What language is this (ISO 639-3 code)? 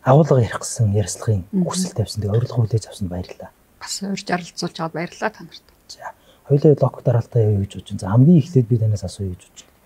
mon